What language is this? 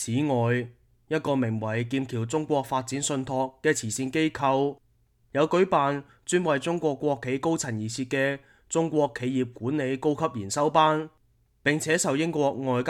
Cantonese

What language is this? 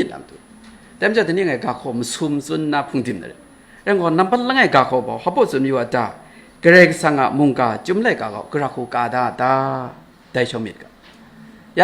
Kachin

